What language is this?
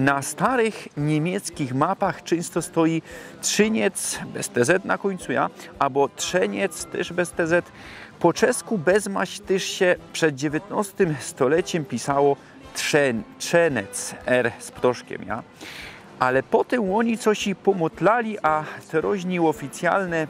Silesian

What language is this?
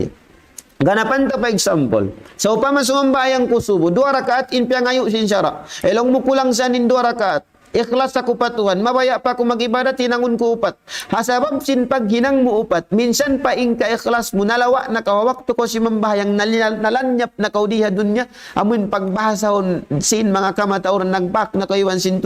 Tausug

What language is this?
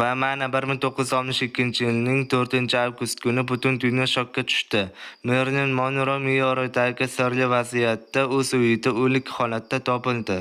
Uzbek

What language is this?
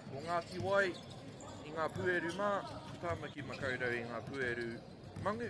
Māori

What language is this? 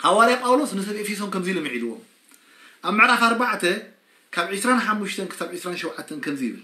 Tigrinya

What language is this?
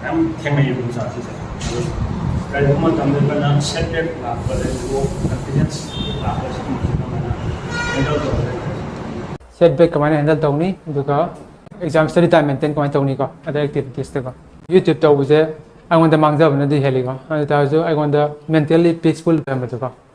Manipuri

